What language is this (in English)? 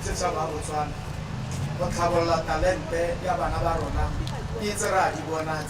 Tswana